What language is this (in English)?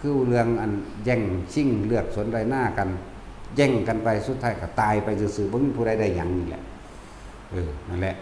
Northeastern Thai